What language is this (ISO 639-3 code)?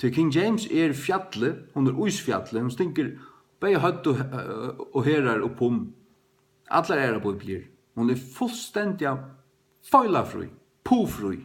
fao